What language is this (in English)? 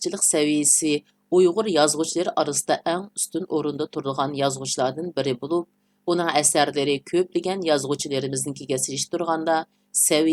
Uyghur